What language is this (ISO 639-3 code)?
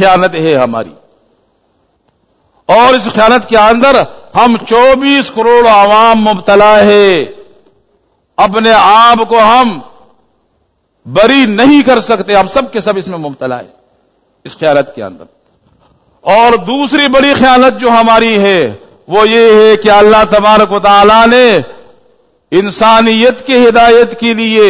urd